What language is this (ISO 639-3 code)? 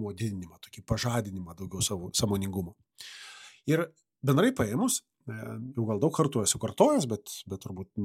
lit